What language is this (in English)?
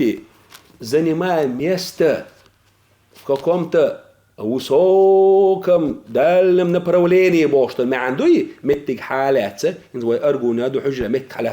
Chechen